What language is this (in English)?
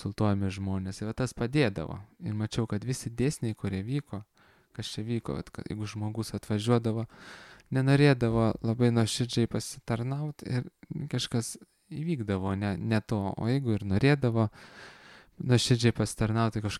Lithuanian